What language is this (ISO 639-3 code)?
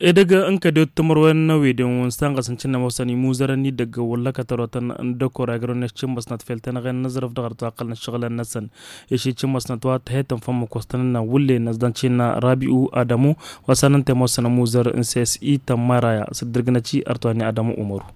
taq